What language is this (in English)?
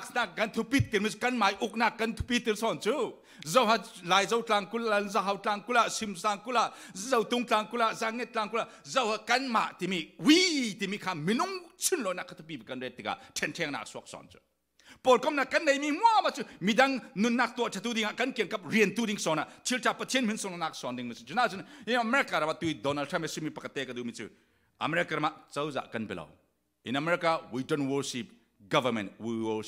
Falam Chin